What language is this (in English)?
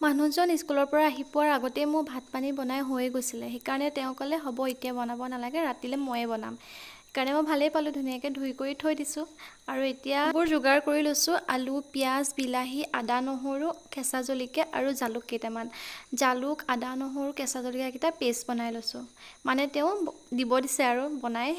Assamese